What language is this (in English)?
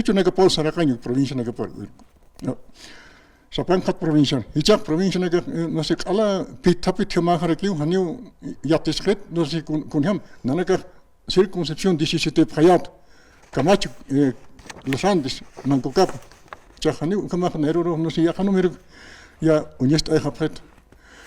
Aymara